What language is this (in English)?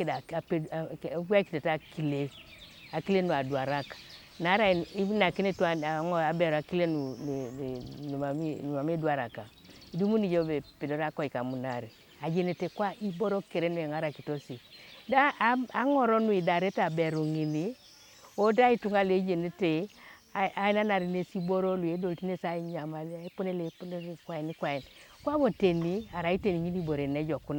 Teso